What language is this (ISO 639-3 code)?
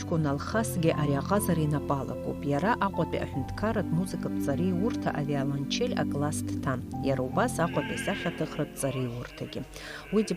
abk